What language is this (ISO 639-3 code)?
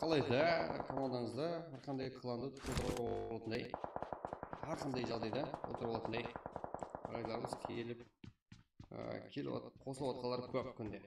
kaa